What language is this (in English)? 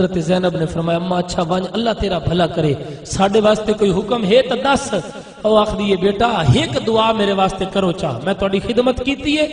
Saraiki